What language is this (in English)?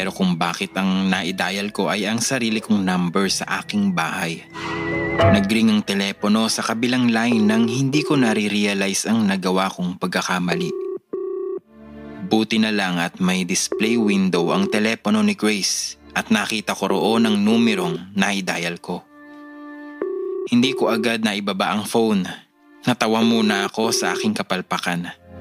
Filipino